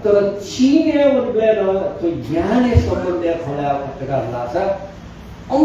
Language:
Newari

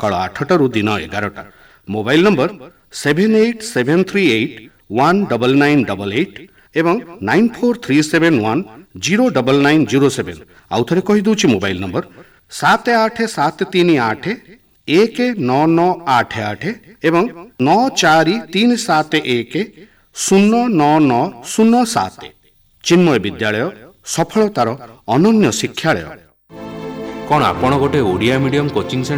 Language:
Odia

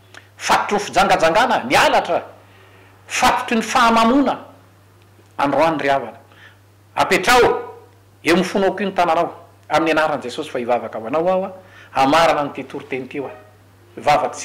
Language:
Malagasy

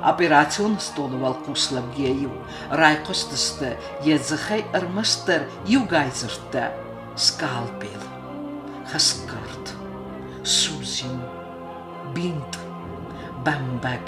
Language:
Ossetic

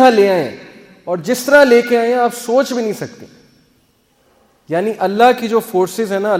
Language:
Urdu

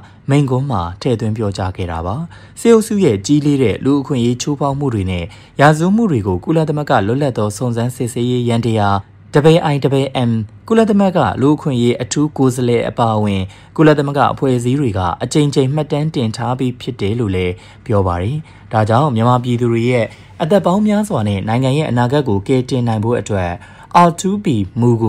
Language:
Burmese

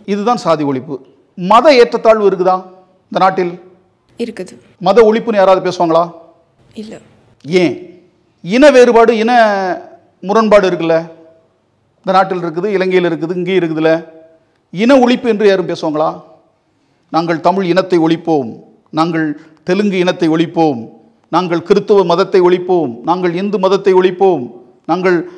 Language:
Tamil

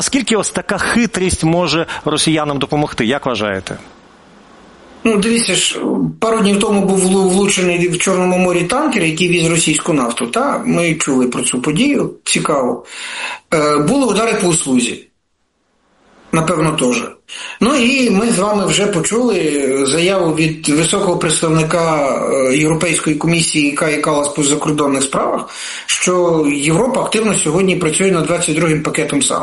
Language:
Ukrainian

